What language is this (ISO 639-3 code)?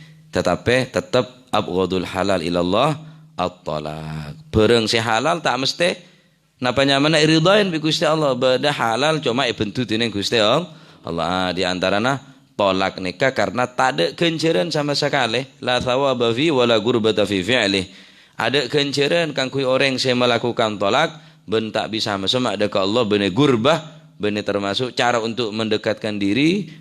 mad